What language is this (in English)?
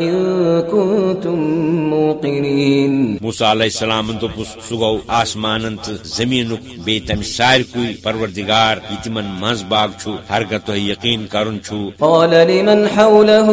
Kashmiri